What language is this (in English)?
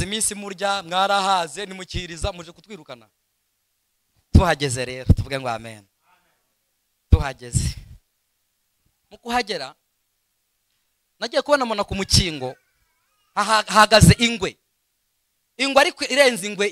Kinyarwanda